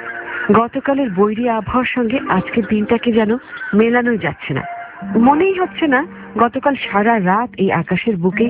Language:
Bangla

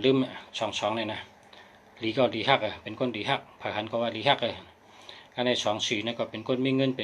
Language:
Shan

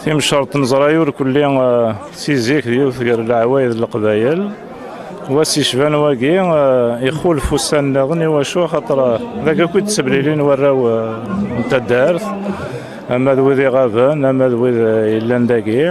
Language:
Kabyle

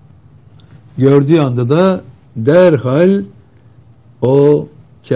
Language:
Turkish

